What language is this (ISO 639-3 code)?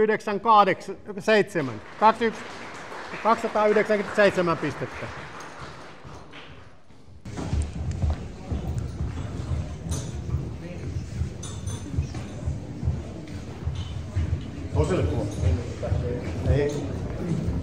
fin